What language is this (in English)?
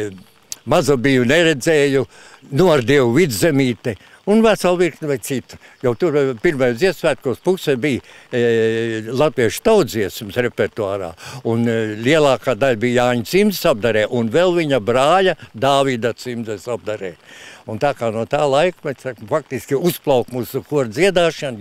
Latvian